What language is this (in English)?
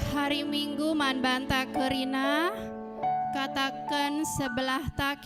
Batak Karo